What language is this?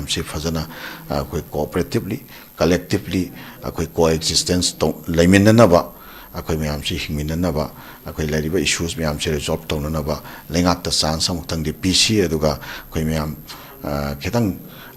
Manipuri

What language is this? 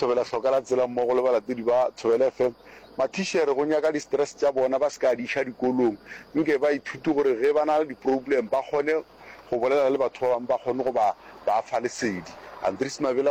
Northern Sotho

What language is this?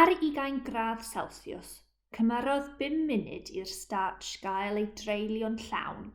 Welsh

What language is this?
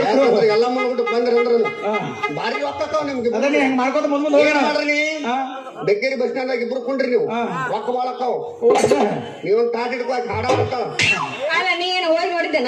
Kannada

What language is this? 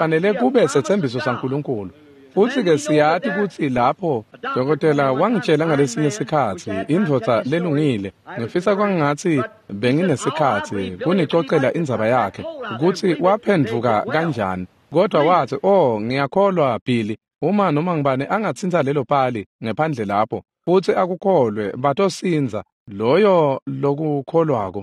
Swati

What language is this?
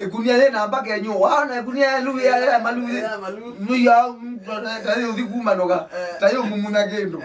Kamba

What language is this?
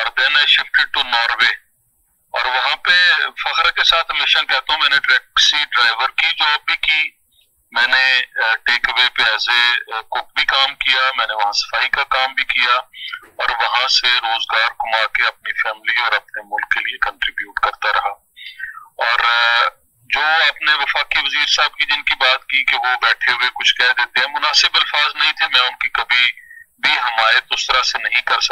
Urdu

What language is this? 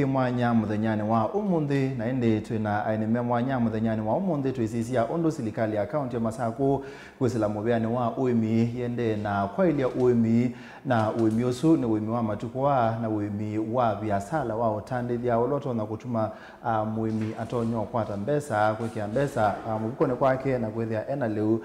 Kamba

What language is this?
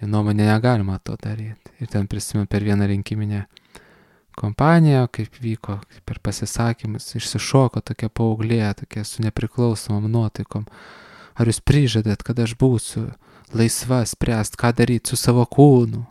Lithuanian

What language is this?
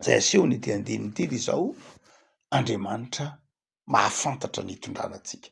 Malagasy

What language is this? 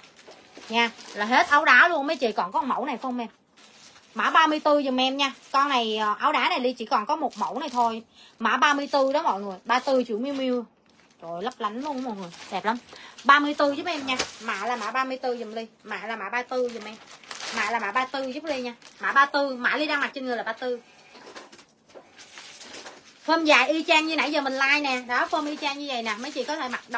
Vietnamese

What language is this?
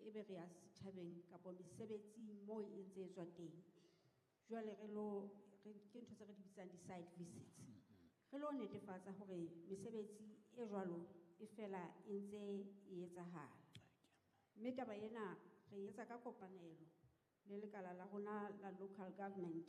Southern Sotho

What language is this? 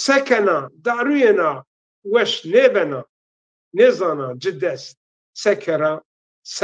Zaza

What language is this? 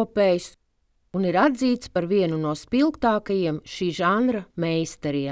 Latvian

